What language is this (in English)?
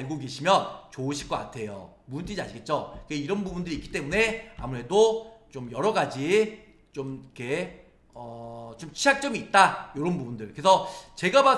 Korean